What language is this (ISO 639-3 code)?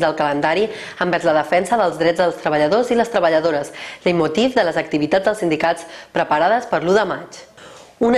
cat